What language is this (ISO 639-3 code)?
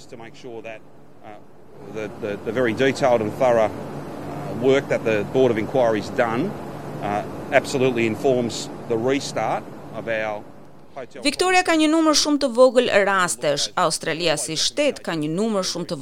sqi